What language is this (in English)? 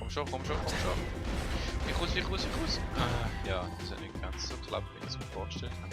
Swiss German